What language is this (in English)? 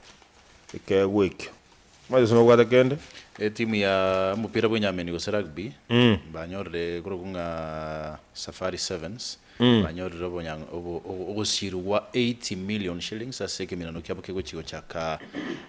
Gusii